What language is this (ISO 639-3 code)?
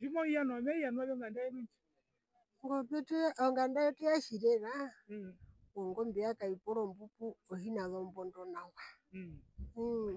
her